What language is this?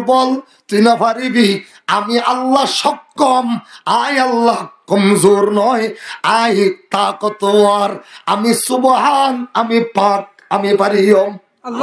Rohingya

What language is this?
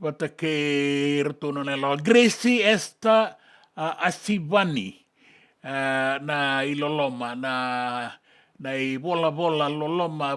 Fijian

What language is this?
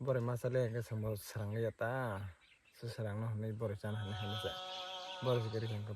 Kok Borok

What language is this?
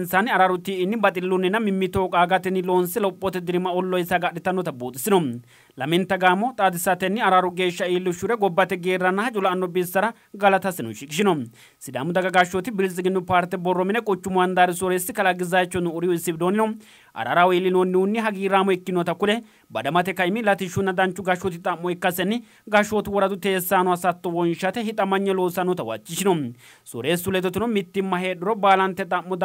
Sidamo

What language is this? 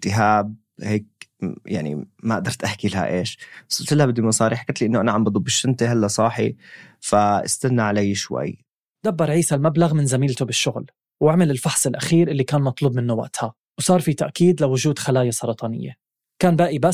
North Levantine Arabic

